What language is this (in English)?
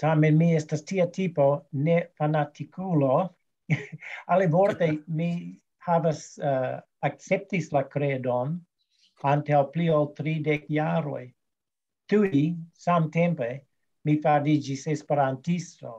Esperanto